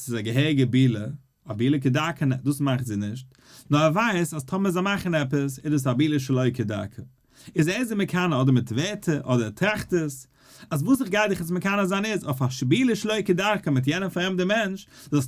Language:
Yiddish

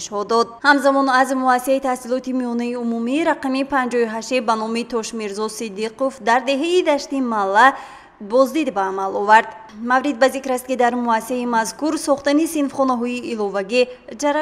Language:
Tajik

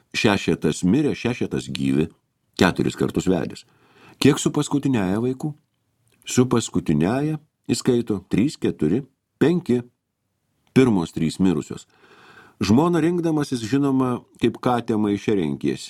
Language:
Lithuanian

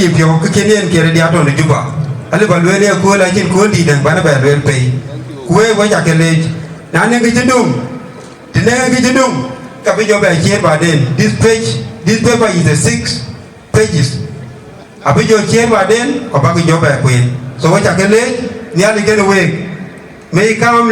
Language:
Dinka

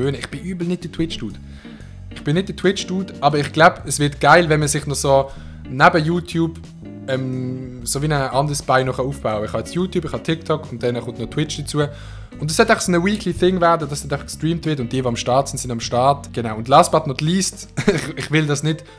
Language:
Swiss German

